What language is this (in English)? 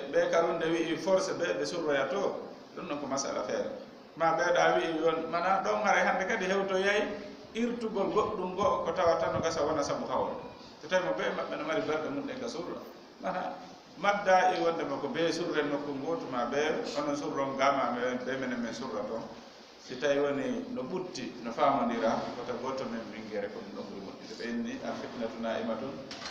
Fula